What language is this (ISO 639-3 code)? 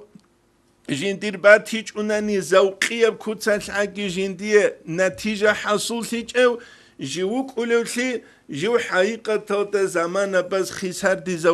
ava